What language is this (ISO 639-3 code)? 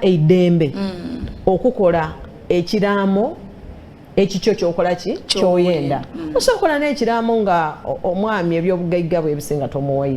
xog